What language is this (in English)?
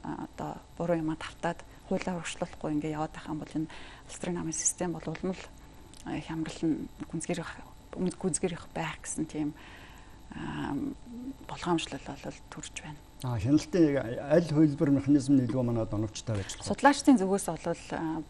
Mongolian